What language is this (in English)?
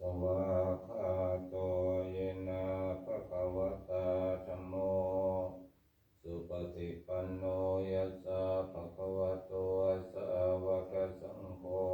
Pali